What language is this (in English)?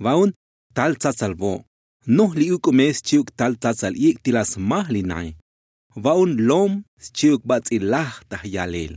Tzotzil